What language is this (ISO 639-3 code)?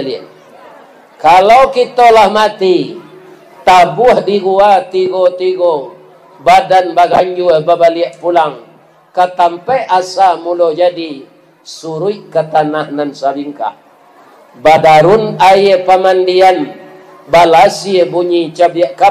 min